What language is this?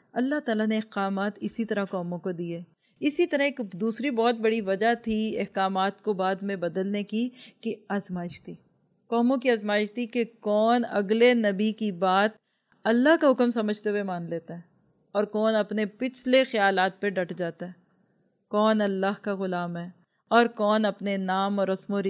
Urdu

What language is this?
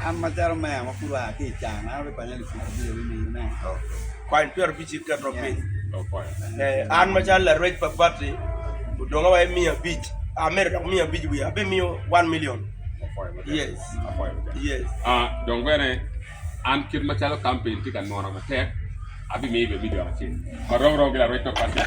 Acoli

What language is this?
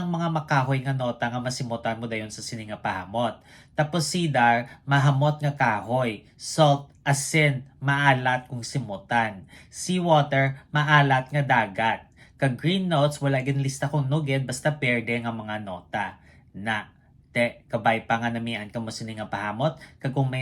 Hiligaynon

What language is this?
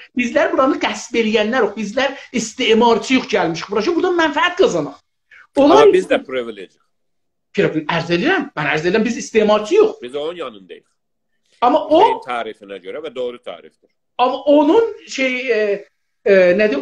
South Azerbaijani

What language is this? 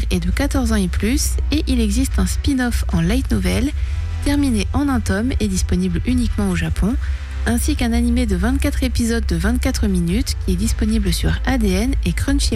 French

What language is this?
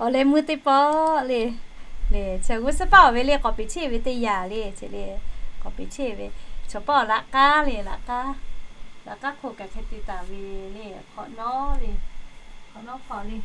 Lahu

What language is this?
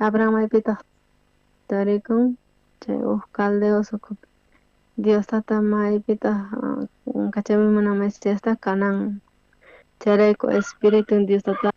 South Bolivian Quechua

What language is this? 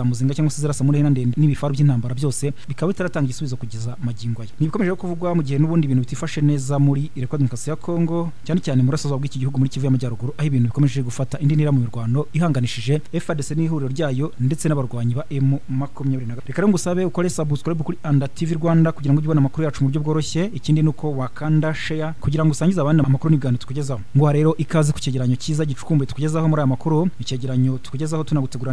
Kinyarwanda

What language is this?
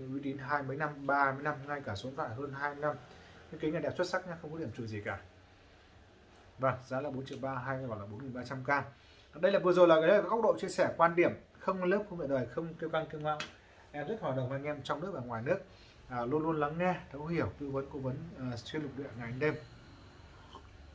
Vietnamese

